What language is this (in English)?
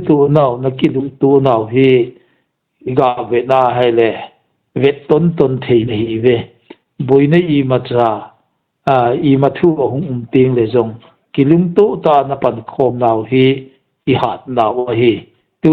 Hmar